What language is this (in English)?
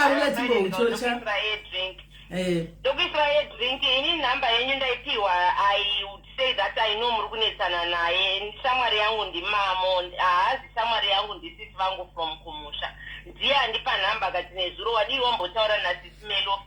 Shona